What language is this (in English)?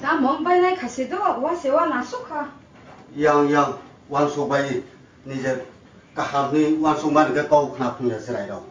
Kok Borok